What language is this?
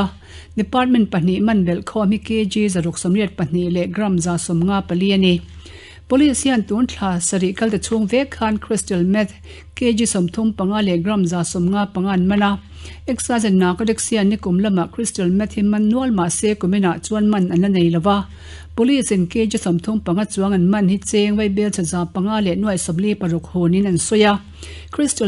Mizo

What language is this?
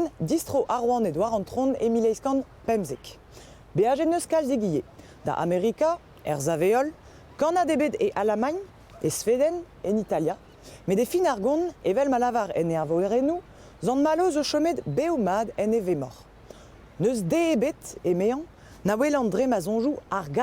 Breton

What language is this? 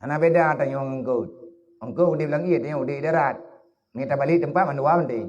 Achinese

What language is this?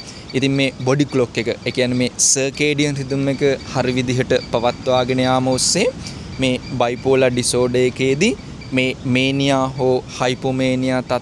Sinhala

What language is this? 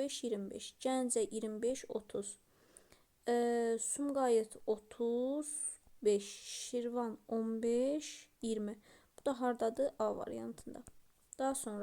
Azerbaijani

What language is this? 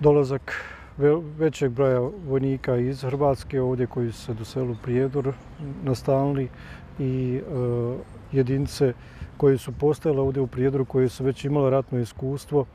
Bosnian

